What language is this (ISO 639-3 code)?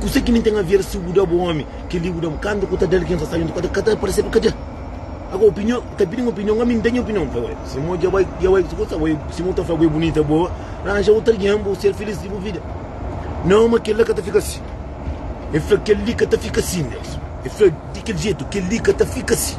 kea